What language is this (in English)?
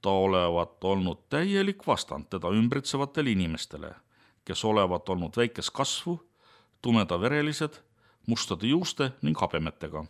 Estonian